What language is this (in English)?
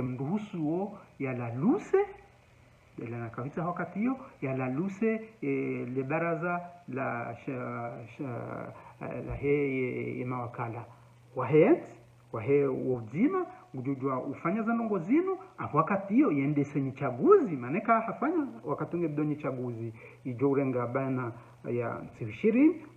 Ngazidja Comorian